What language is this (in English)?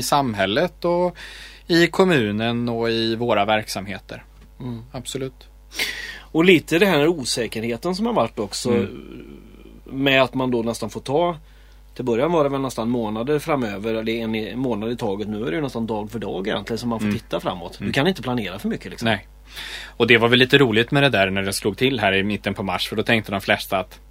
Swedish